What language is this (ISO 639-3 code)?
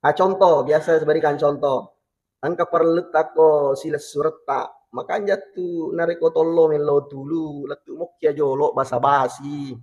bug